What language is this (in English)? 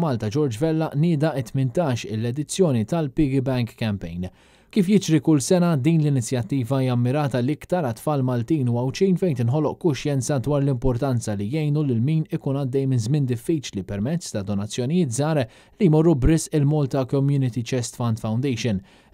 Maltese